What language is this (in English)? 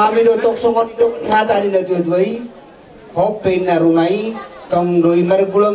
Batak Toba